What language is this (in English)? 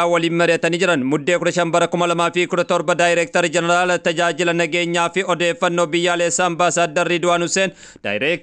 Oromo